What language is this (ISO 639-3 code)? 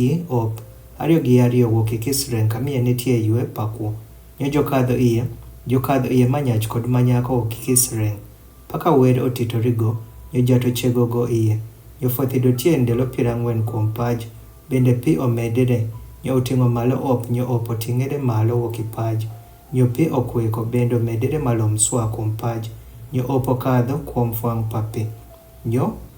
adh